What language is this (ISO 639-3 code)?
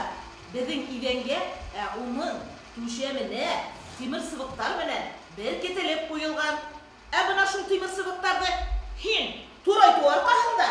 bak